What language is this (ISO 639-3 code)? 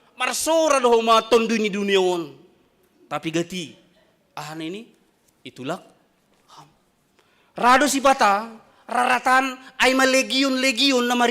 bts